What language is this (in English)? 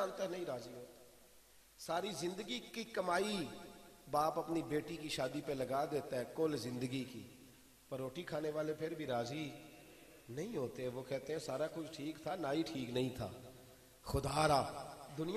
Urdu